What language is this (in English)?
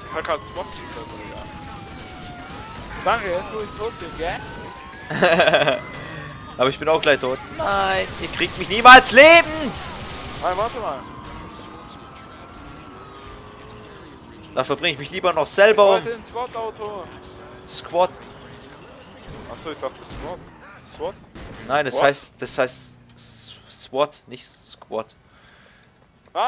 German